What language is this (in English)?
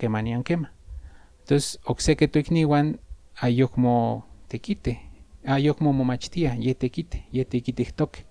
Central Nahuatl